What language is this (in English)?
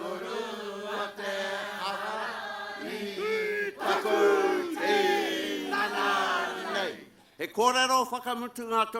Māori